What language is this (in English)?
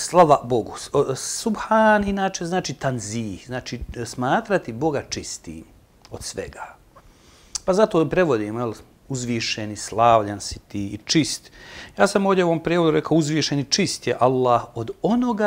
Bosnian